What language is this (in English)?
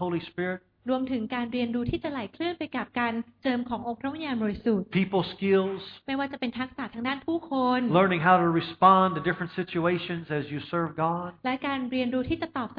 Thai